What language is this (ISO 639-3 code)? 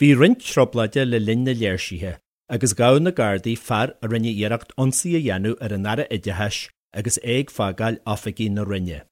gle